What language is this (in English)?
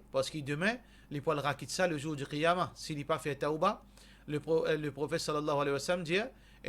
Morisyen